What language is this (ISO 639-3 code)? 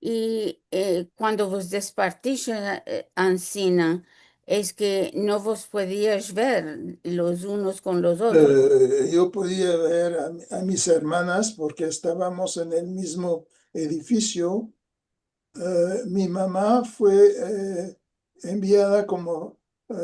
lad